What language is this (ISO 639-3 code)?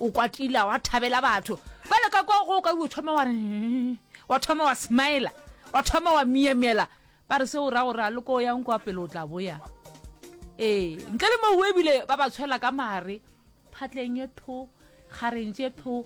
nso